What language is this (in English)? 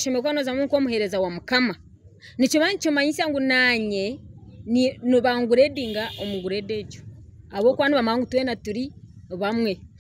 Nyankole